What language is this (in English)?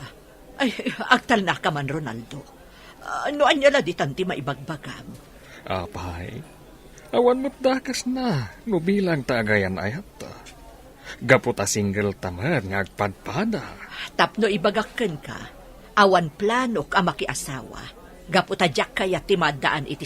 Iloko